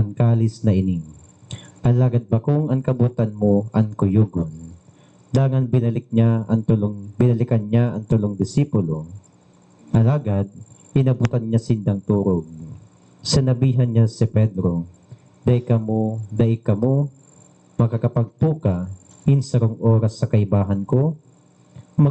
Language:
Bikol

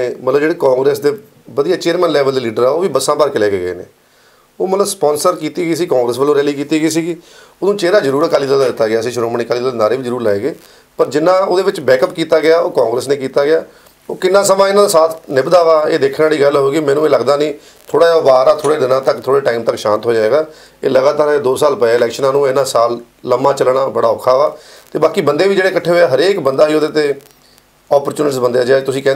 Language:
Punjabi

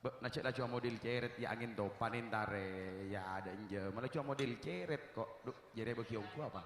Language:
Madurese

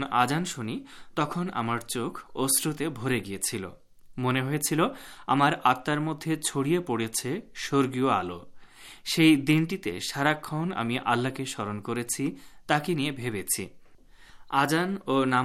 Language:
Bangla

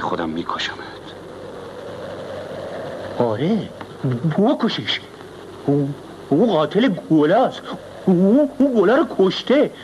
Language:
Persian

